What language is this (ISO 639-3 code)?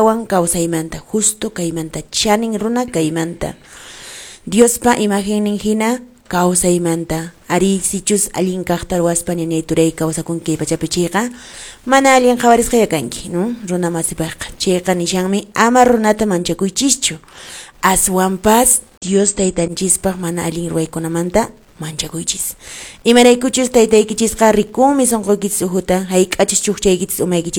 que